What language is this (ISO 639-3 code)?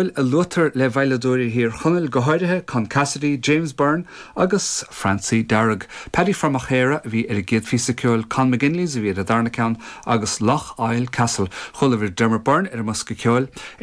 gle